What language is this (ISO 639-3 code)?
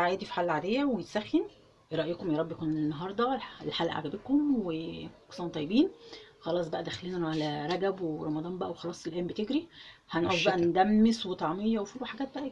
arz